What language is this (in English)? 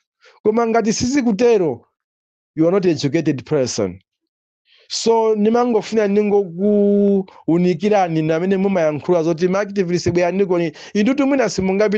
Nyanja